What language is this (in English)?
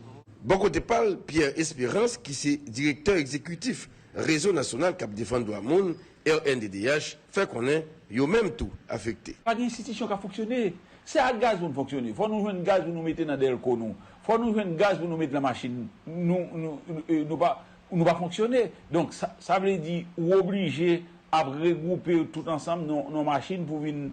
Haitian Creole